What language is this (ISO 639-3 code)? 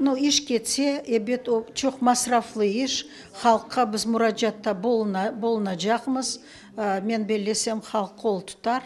crh